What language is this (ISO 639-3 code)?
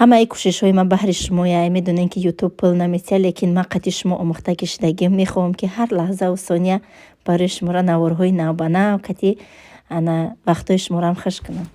tgk